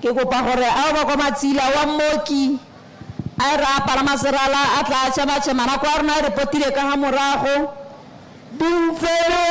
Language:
Tswana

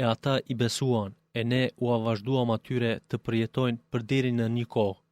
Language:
Albanian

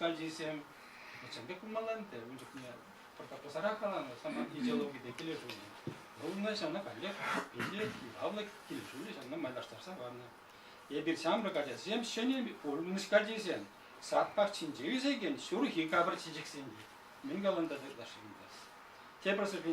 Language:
Chuvash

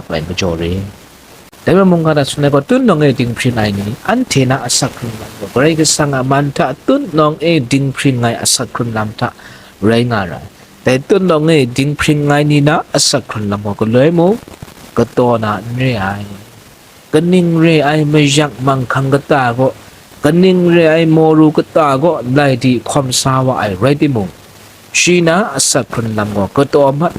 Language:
Kachin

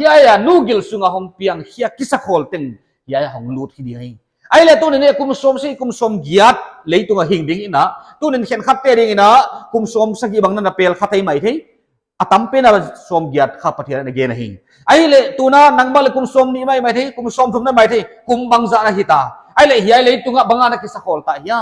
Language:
Paite Chin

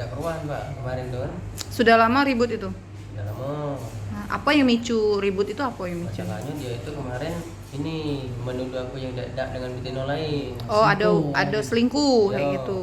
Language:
Musi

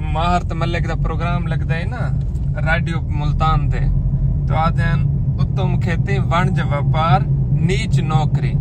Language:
Saraiki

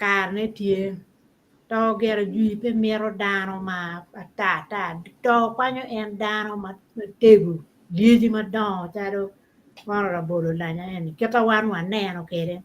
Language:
Acoli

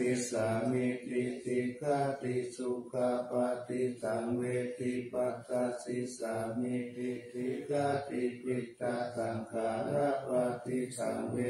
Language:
Pali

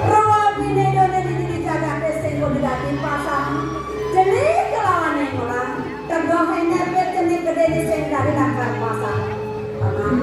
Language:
Balinese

